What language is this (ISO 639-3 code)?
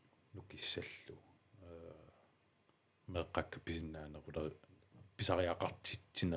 kal